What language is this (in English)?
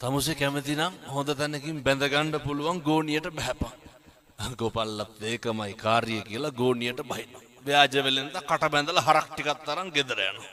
Sinhala